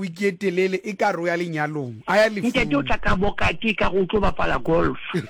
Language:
Southern Sotho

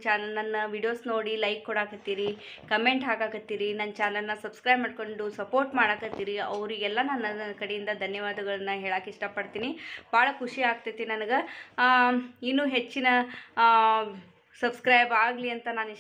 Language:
Kannada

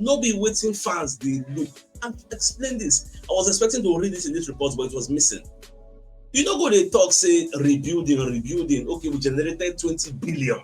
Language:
Nigerian Pidgin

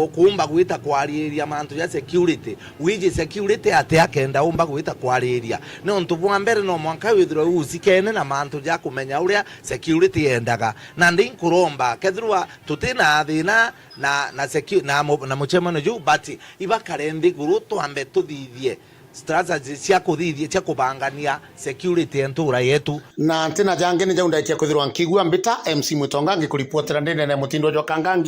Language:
Meru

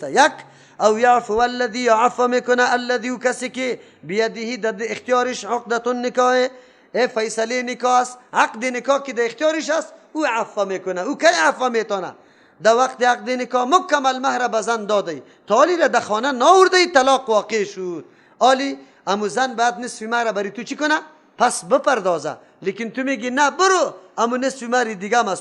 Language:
Persian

